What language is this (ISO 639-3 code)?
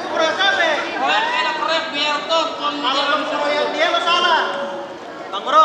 bew